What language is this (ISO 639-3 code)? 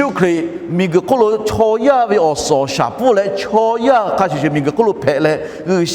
lhu